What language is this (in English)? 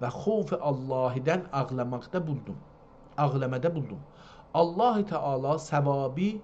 South Azerbaijani